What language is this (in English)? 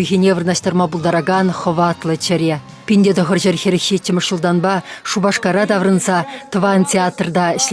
Chuvash